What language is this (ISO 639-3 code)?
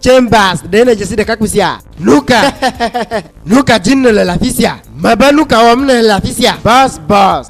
ewe